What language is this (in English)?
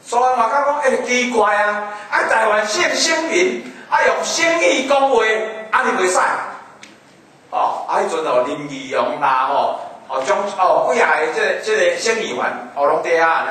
Min Nan Chinese